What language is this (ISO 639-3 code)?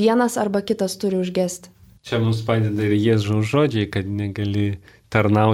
lit